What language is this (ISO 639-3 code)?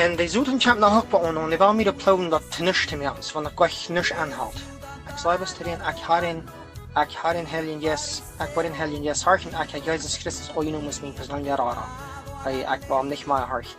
pdt